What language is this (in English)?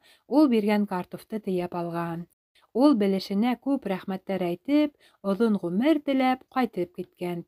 Bashkir